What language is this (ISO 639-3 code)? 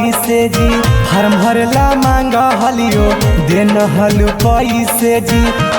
mag